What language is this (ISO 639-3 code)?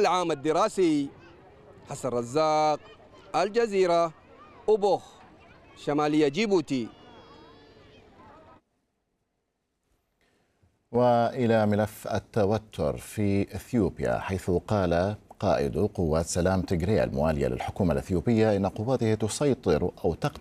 ara